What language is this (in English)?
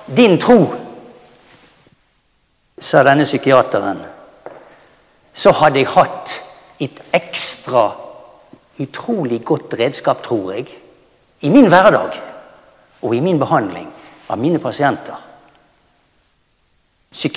Norwegian